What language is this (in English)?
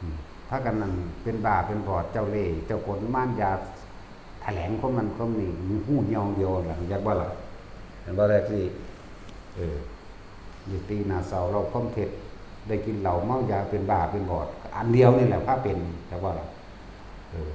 Northeastern Thai